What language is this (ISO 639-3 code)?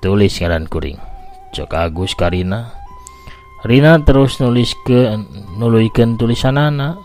sun